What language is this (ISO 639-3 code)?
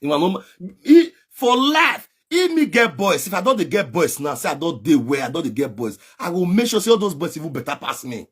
pcm